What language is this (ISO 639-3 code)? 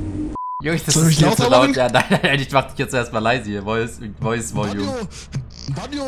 deu